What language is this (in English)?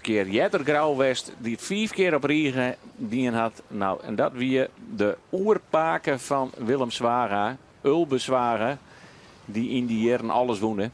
Western Frisian